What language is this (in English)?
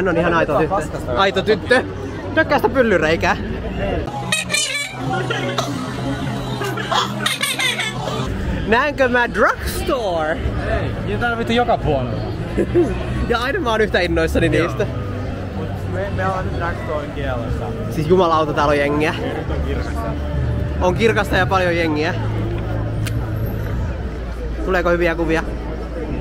Finnish